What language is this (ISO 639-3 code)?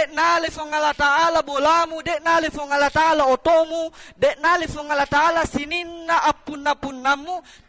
bug